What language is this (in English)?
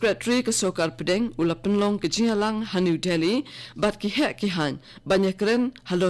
Khasi